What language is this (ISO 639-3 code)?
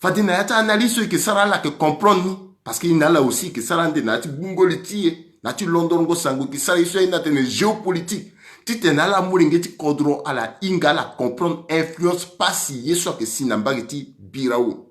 sag